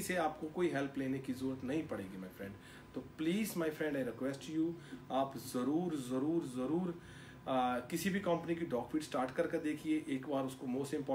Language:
Hindi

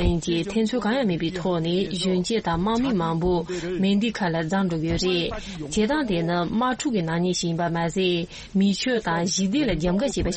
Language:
Tibetan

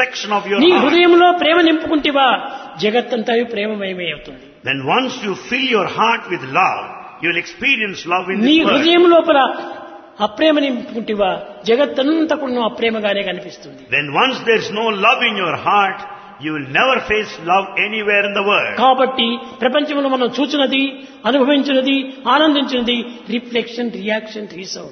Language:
Telugu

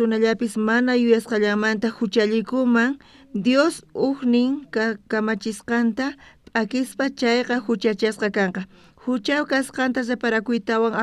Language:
South Bolivian Quechua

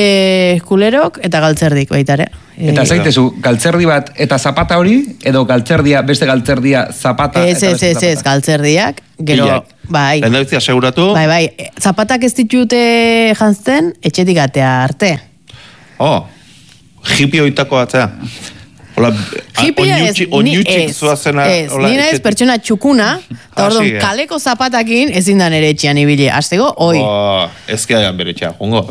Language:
Basque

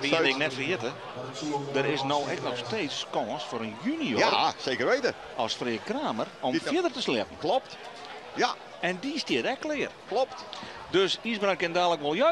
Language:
Western Frisian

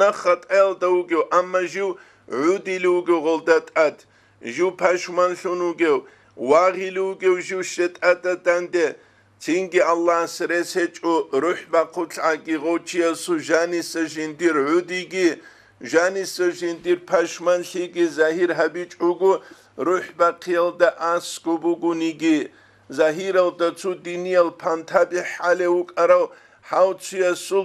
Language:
Avaric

